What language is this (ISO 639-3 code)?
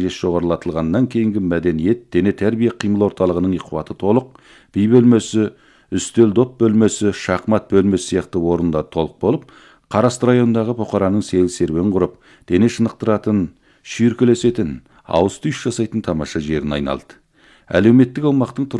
kaz